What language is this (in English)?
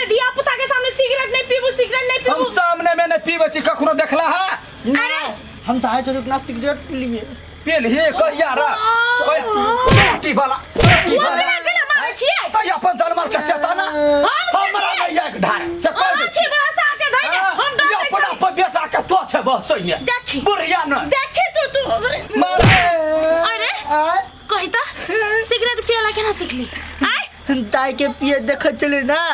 Maithili